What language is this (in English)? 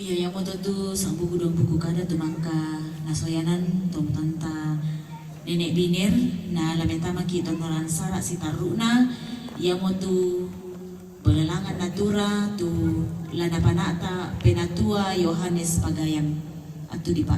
Toraja-Sa'dan